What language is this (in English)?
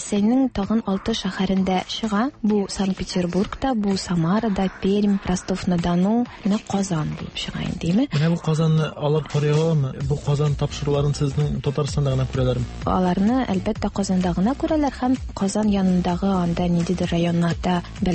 Tatar